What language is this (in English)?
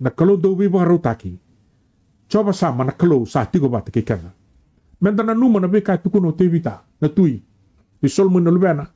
Fijian